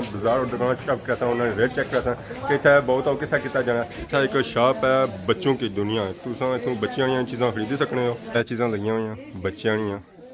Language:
Pahari-Potwari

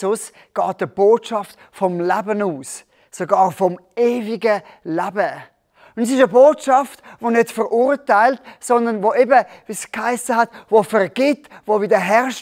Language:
Swiss German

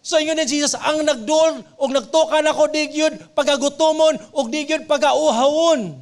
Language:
Cebuano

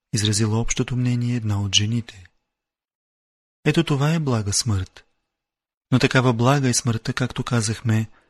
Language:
Bulgarian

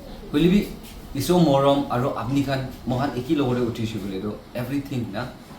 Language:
Naga Pidgin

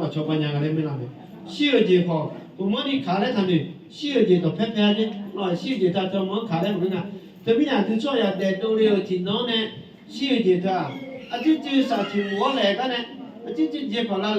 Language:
Akha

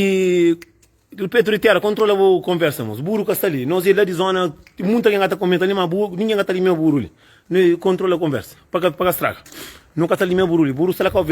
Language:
Kabuverdianu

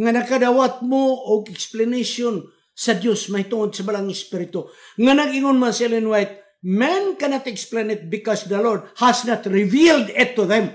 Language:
Cebuano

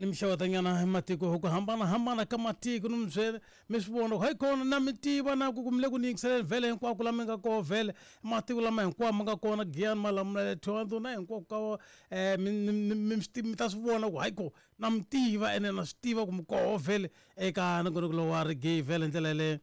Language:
Tsonga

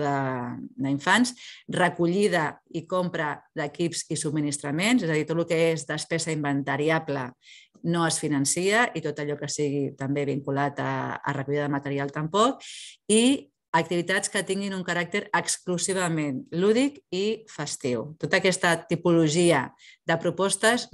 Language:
Catalan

